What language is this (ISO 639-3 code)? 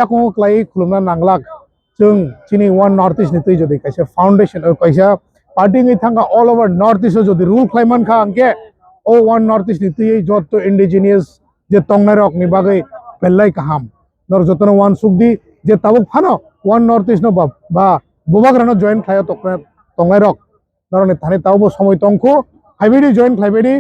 trp